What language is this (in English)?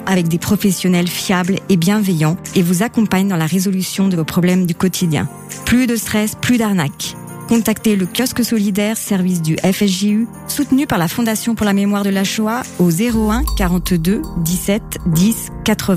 French